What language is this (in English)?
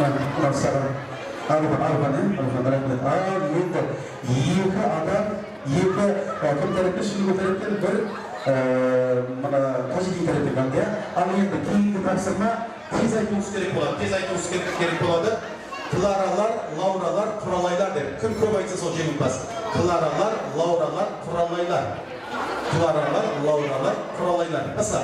Kara-Kalpak